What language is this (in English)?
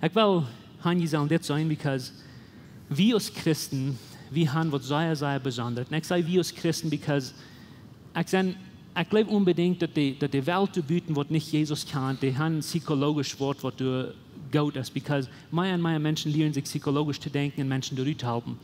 Plautdietsch